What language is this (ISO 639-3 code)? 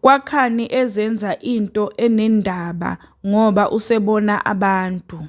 zul